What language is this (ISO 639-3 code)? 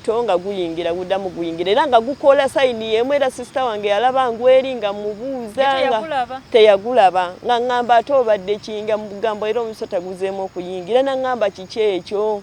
lug